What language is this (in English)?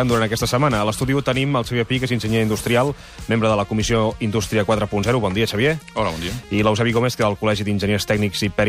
Catalan